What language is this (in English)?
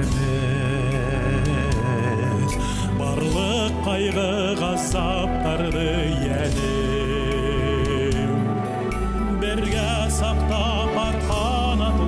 Bashkir